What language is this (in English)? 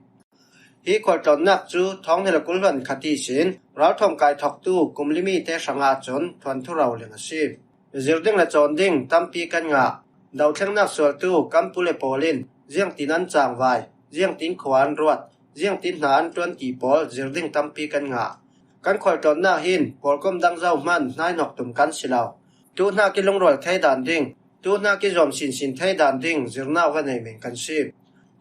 Falam Chin